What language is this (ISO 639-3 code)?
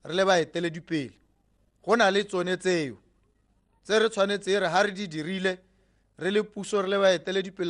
tsn